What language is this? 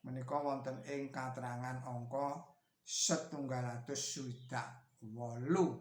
Javanese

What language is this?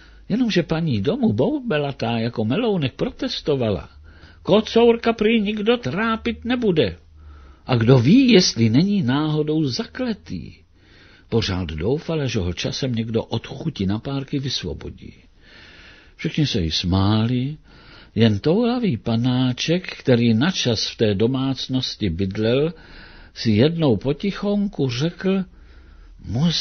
Czech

